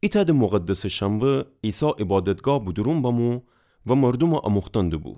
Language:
Gilaki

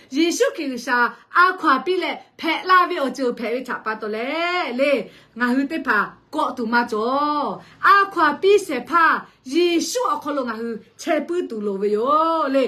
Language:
Lahu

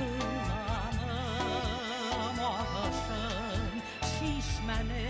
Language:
Bashkir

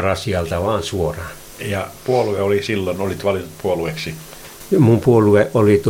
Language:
Finnish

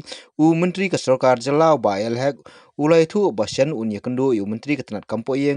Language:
Khasi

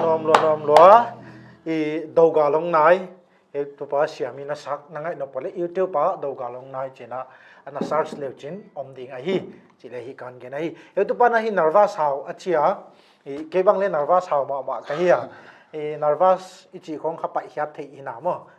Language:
Tedim Chin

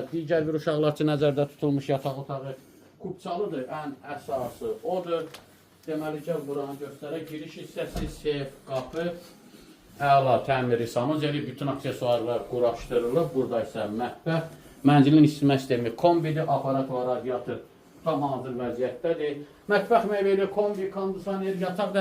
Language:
Azerbaijani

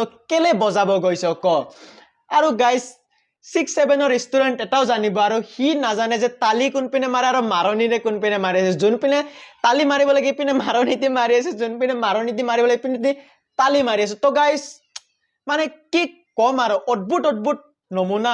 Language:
Assamese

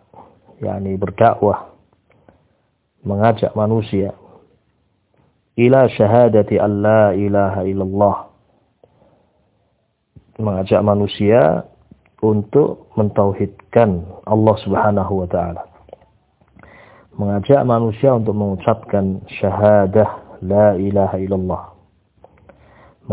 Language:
Indonesian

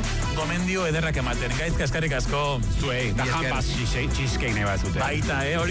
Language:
Basque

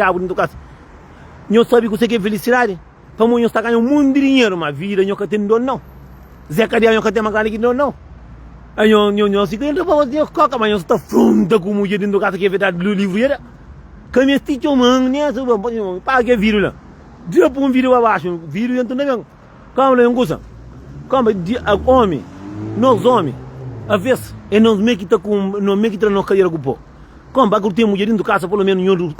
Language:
Kabuverdianu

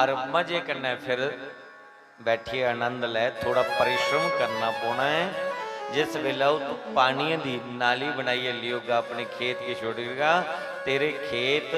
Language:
Dogri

